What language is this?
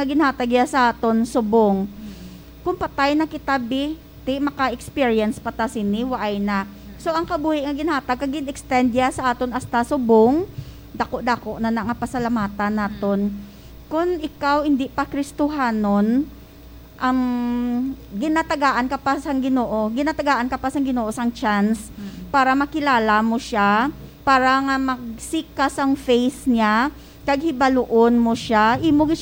Hiligaynon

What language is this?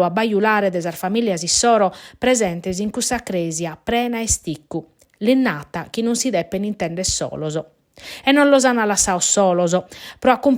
Sardinian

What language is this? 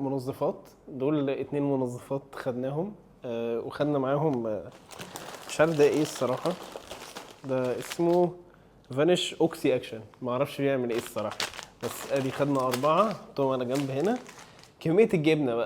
Egyptian Arabic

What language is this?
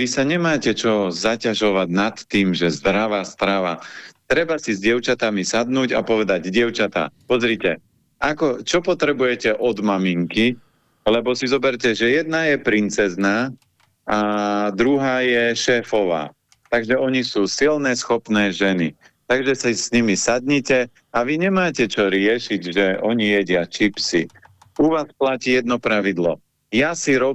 Slovak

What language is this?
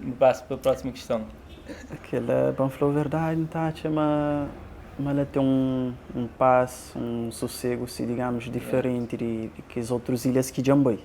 Kabuverdianu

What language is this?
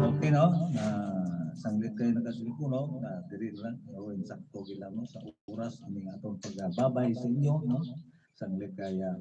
Hiligaynon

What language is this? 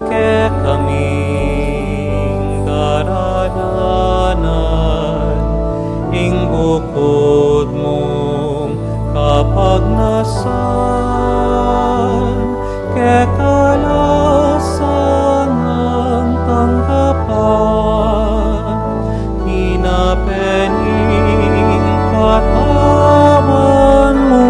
Pampanga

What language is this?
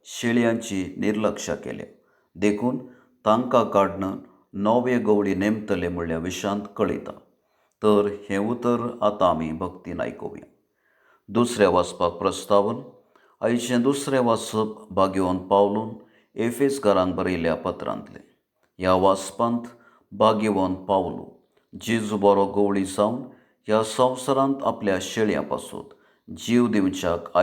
Konkani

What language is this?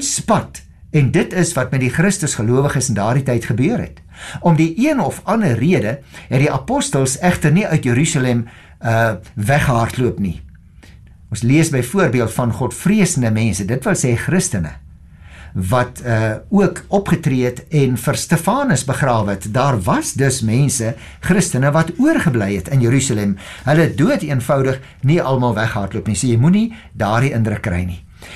Afrikaans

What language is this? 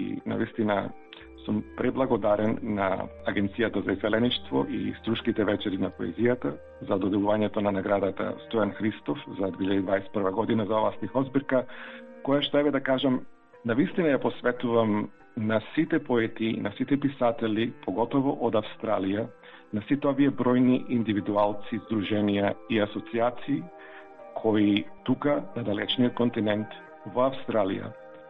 Macedonian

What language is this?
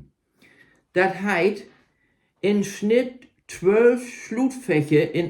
Low German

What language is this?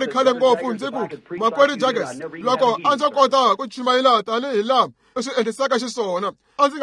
Tsonga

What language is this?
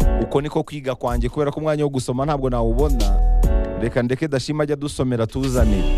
Kinyarwanda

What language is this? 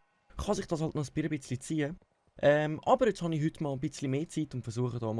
Swiss German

